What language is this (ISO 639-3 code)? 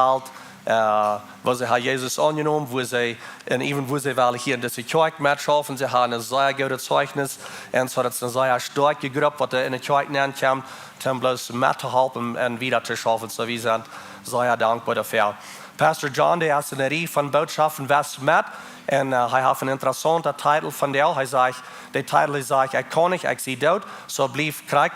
pdt